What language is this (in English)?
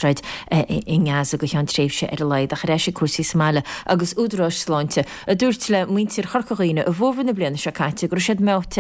Irish